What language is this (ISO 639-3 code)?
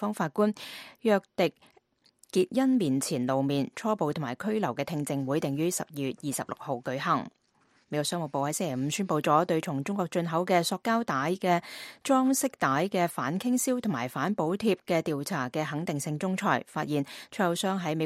yue